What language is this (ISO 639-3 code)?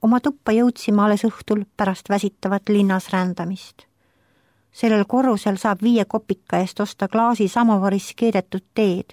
est